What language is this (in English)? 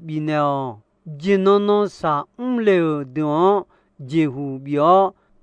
Akha